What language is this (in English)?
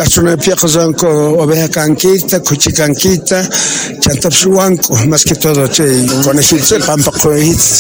South Bolivian Quechua